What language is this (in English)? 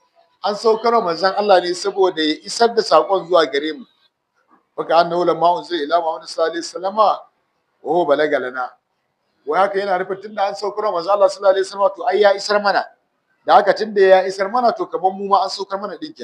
Hausa